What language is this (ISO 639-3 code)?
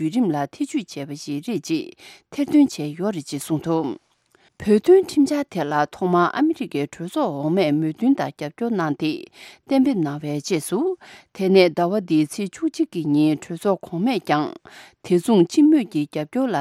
bod